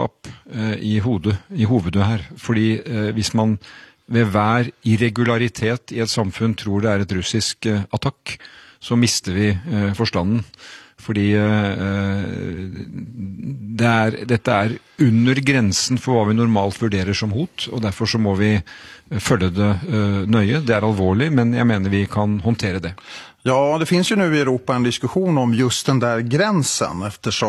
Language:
Swedish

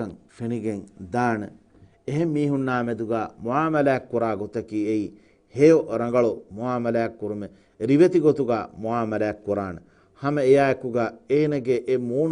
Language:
Divehi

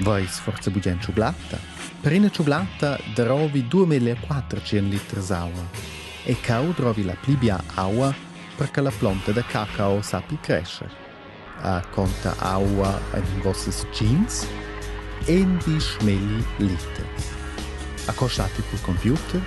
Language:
Romansh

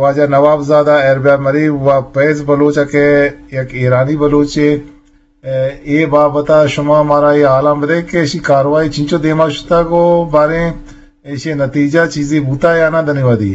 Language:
Eastern Balochi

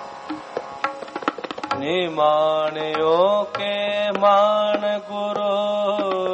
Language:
Punjabi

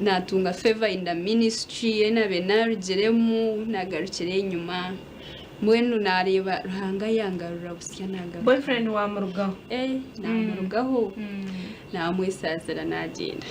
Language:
Nyankole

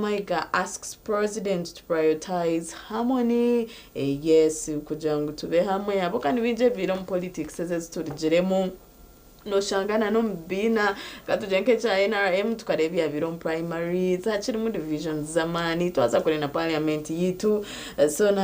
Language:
Nyankole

